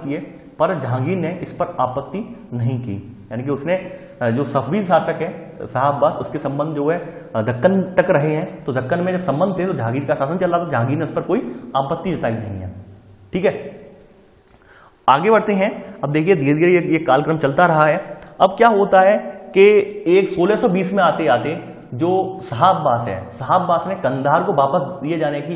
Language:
Hindi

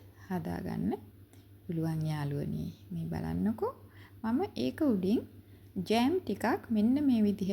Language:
Sinhala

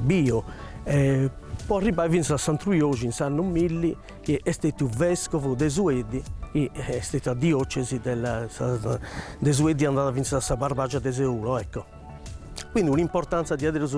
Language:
Sardinian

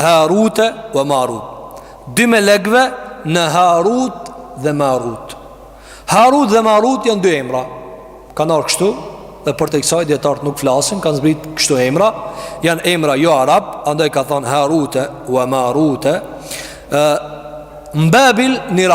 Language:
Albanian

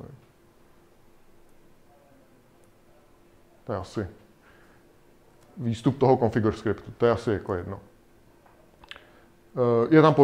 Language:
Czech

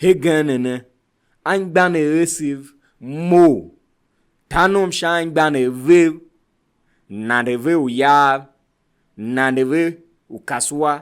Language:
Tiv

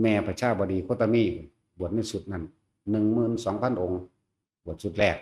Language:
Northeastern Thai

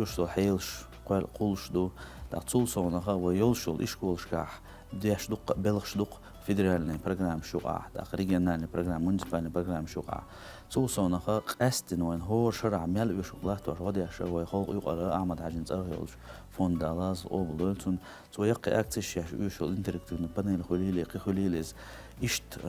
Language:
Chechen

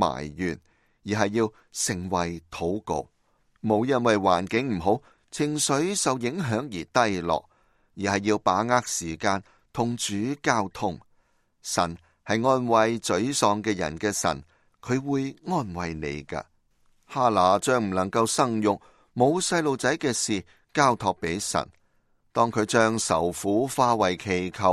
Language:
Cantonese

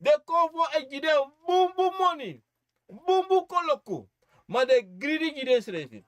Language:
Sranan Tongo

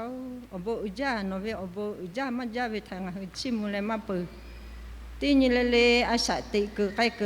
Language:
Lahu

